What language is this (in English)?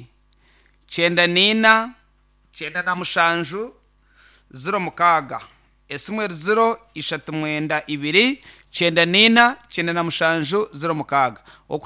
Nyankole